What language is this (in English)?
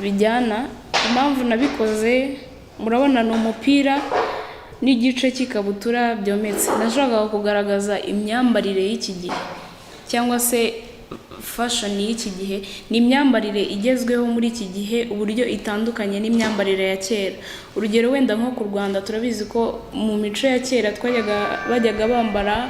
Kinyarwanda